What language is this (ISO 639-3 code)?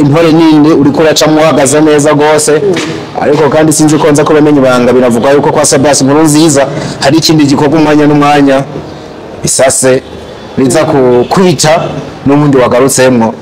run